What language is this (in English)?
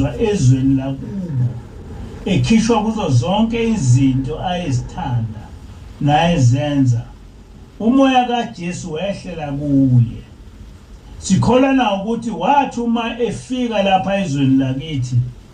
Zulu